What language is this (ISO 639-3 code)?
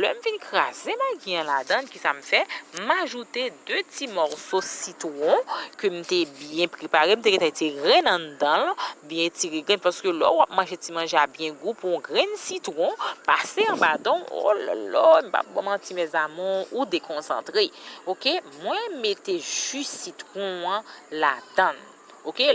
hat